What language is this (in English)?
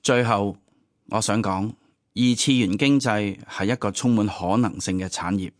Cantonese